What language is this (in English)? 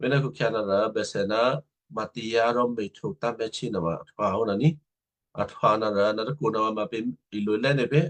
Western Kayah